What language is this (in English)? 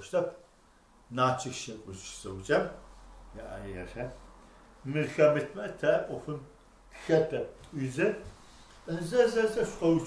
Adyghe